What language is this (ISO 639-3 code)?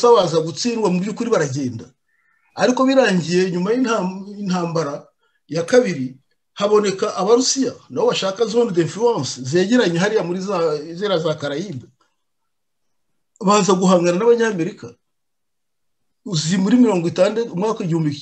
kin